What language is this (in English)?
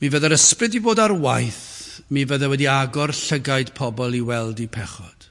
Welsh